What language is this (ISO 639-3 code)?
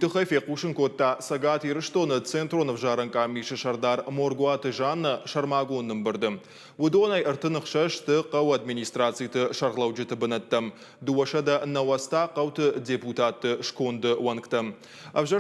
oss